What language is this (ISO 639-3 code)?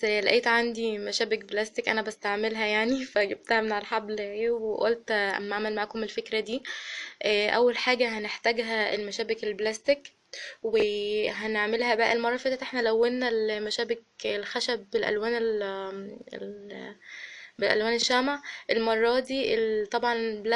arz